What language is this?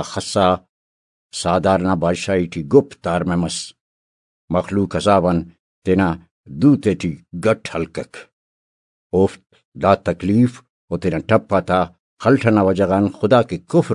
Brahui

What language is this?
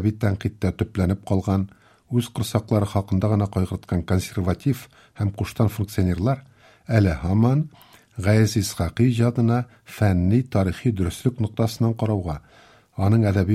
Tatar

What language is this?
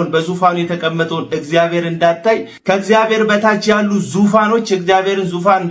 Amharic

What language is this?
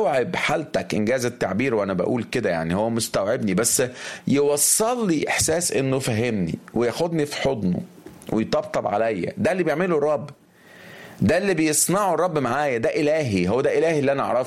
Egyptian Arabic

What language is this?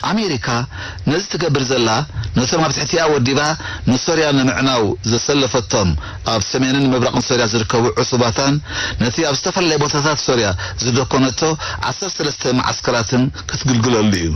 Tigrinya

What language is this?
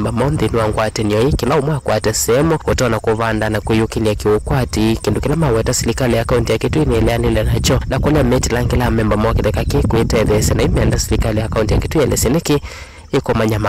Kamba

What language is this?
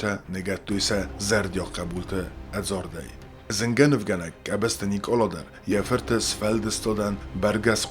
Ossetic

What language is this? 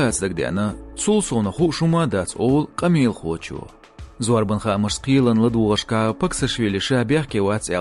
Chechen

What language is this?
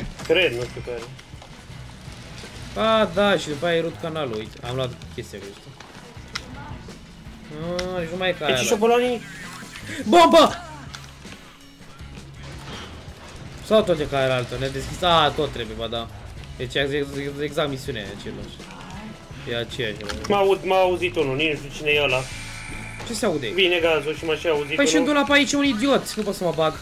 Romanian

